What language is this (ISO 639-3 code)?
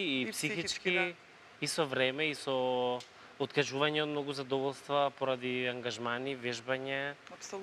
mkd